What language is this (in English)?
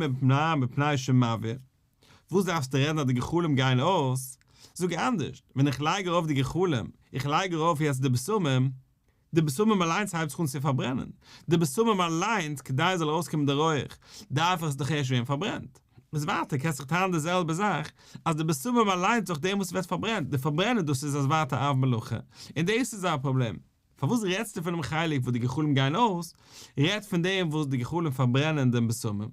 Yiddish